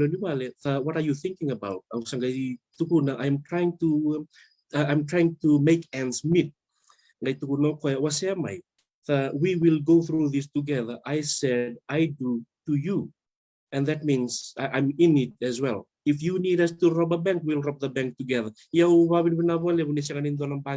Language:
Fijian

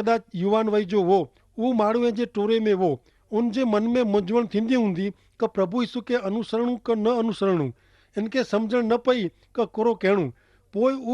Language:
Kachhi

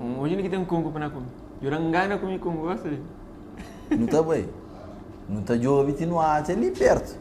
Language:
Kabuverdianu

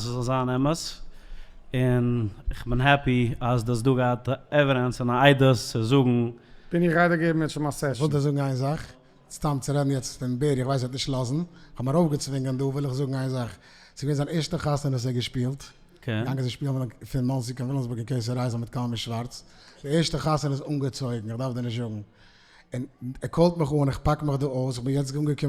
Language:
Yiddish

